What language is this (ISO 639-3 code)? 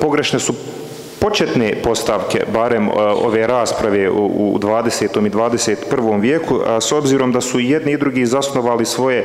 bos